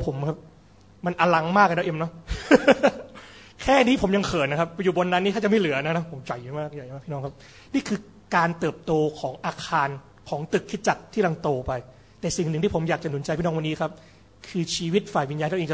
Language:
Thai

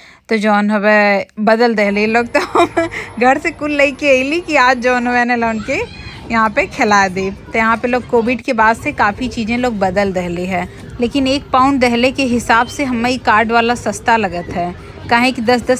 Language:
Bhojpuri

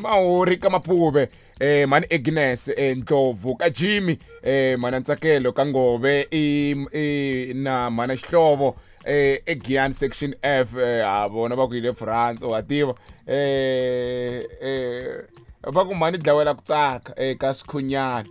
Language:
Tsonga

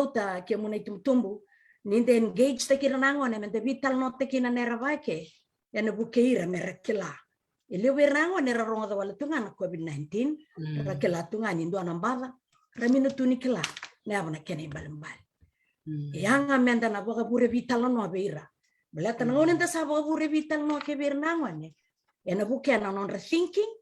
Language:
Fijian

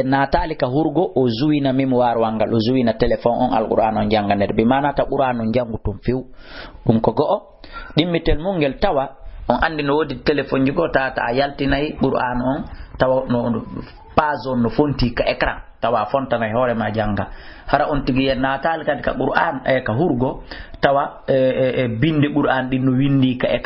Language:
Fula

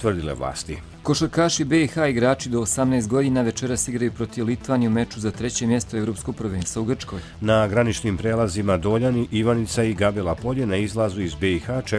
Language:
Serbian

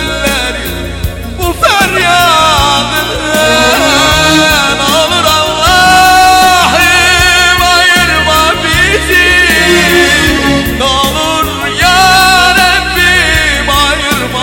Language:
Turkish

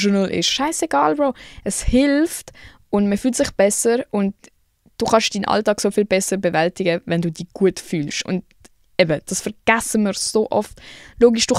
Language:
Swiss German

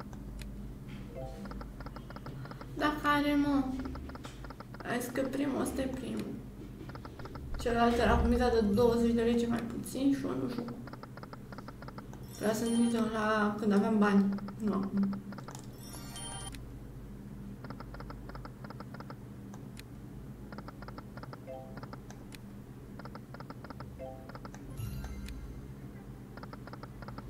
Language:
Romanian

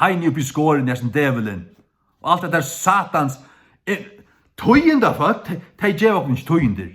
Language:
Faroese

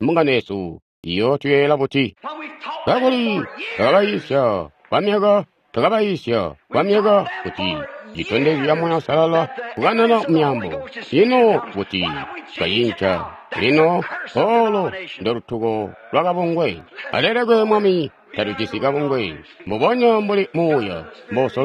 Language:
Tonga (Zambia)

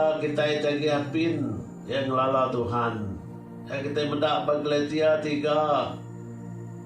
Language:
Iban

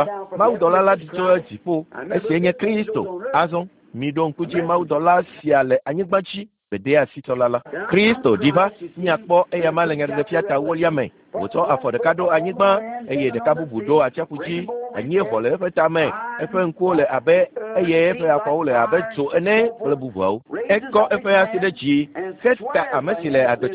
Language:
Ewe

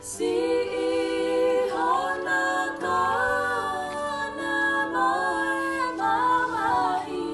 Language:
Tongan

